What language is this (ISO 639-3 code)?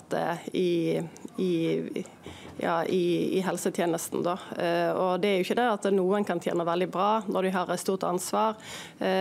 nor